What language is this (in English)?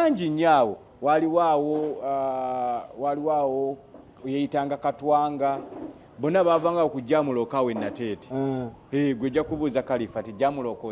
Ganda